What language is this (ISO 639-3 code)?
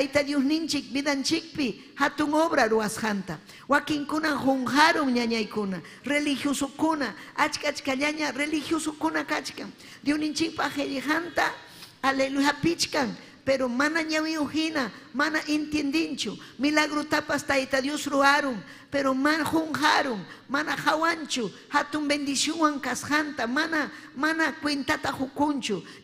quy